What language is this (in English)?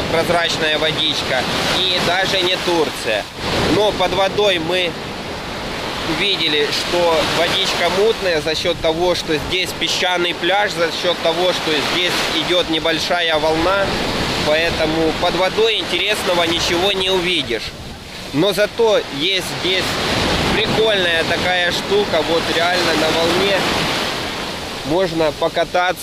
Russian